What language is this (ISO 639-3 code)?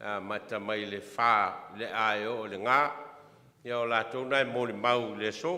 smo